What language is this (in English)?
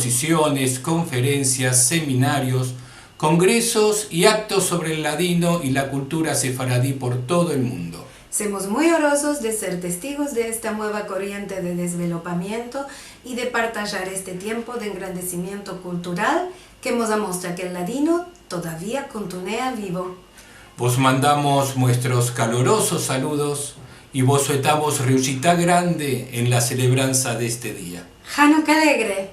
Ladino